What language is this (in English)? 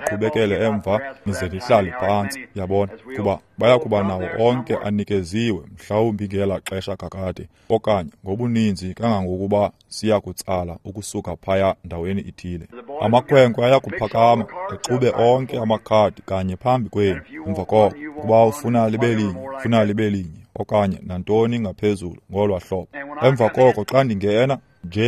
Xhosa